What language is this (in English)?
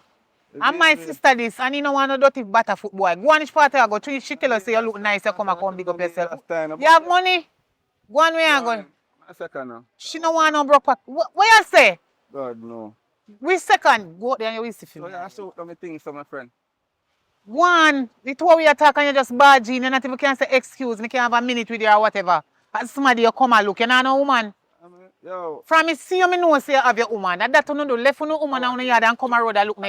Jamaican Creole English